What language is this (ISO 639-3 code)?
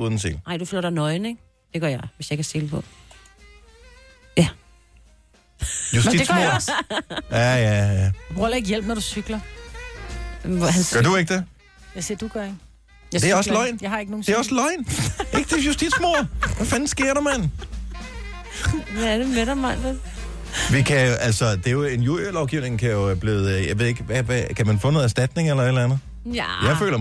dan